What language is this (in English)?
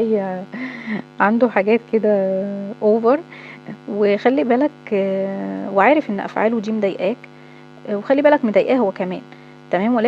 Egyptian Arabic